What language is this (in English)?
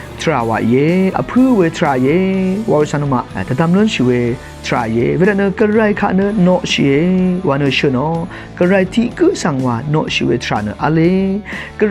Rawang